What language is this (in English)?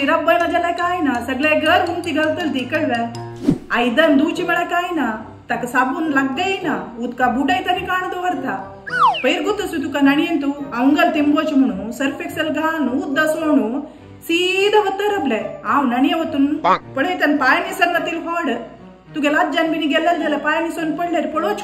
Konkani